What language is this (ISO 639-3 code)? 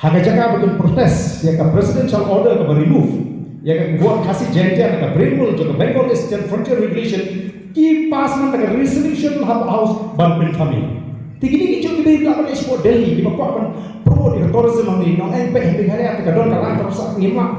kha